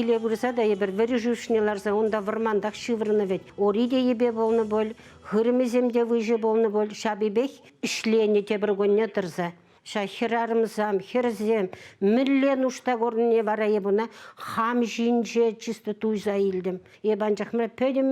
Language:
Chuvash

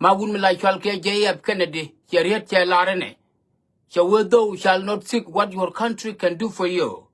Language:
Nuer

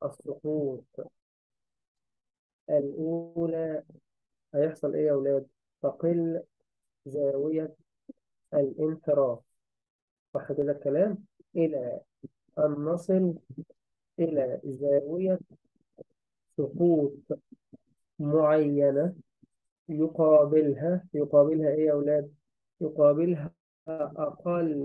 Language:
Egyptian Arabic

